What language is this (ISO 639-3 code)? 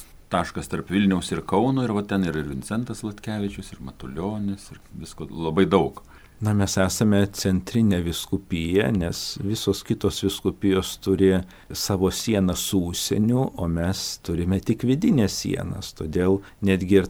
lit